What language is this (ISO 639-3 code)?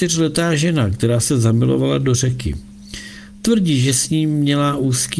ces